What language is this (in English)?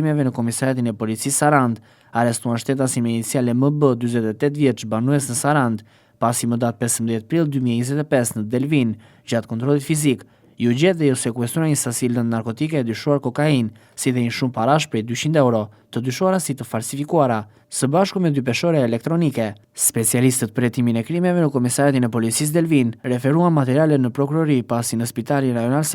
Albanian